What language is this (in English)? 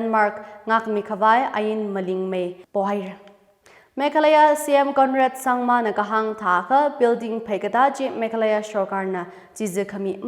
Tangkhul Naga (India)